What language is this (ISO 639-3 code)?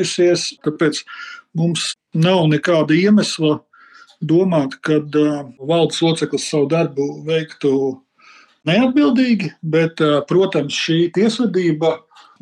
lav